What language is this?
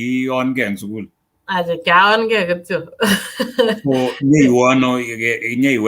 Kalenjin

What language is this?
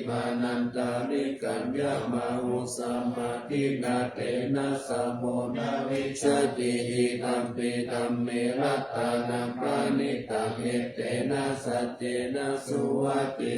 Pali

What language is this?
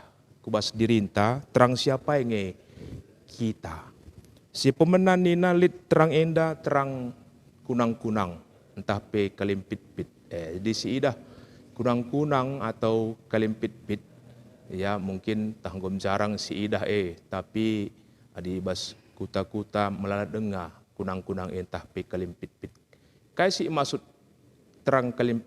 Batak Karo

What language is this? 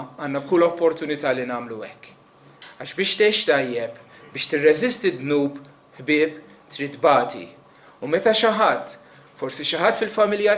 Maltese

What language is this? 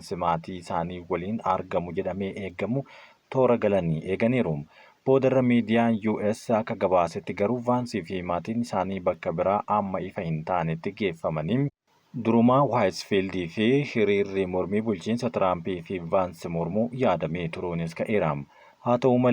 Oromo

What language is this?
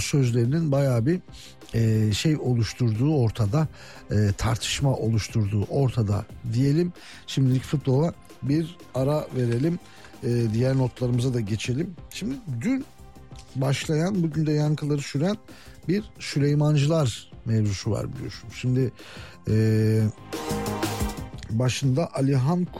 Turkish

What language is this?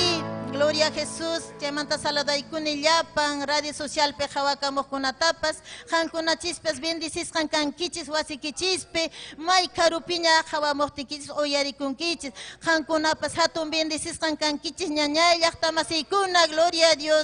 Ayacucho Quechua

